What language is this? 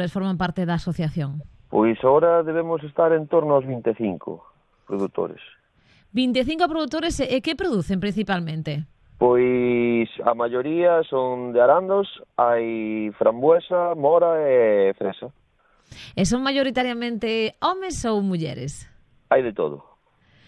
Galician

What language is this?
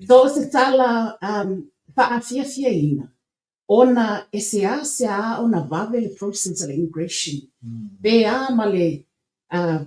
Samoan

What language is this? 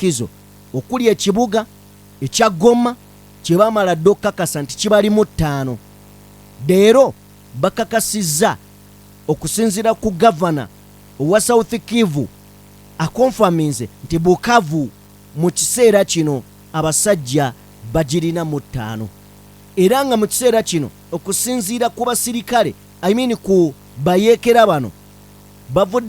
Ganda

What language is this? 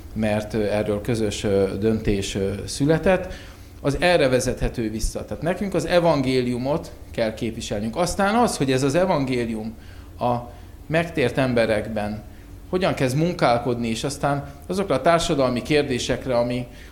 Hungarian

